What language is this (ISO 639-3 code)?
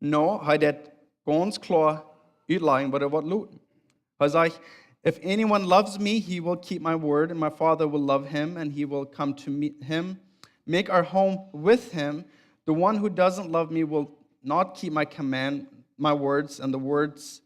pdt